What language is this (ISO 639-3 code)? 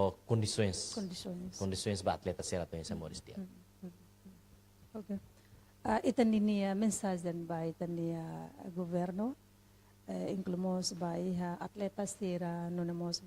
tet